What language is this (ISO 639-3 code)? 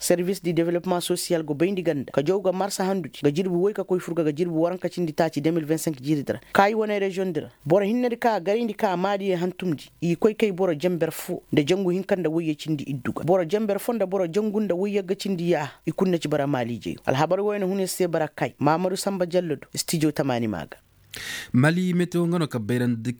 ses